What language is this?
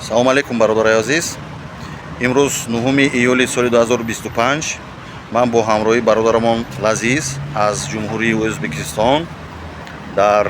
Tajik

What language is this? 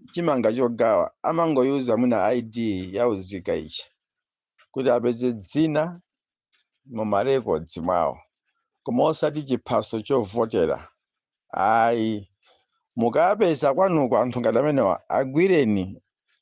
Nyanja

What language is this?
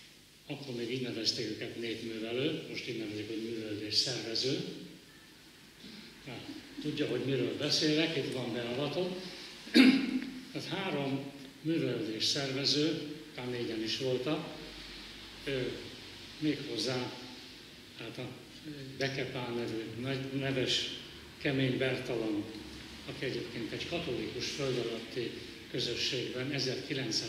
Hungarian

